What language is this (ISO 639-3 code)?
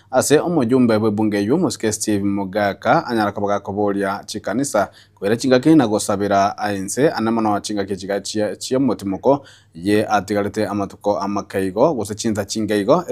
guz